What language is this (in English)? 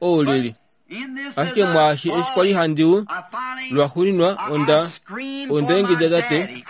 Kuanyama